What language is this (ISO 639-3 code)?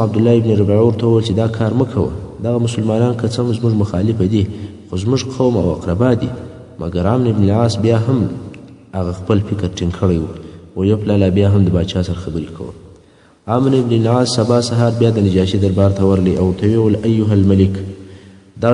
pus